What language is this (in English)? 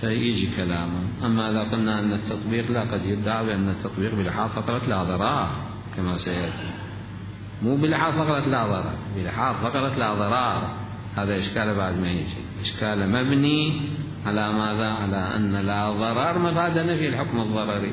Mesopotamian Arabic